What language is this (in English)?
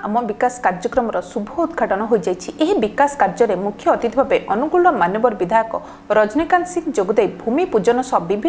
Odia